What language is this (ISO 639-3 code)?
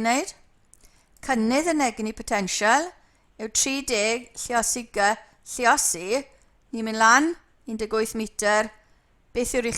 cym